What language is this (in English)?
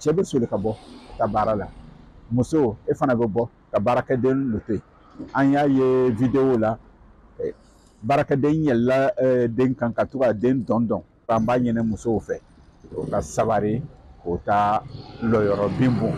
Bambara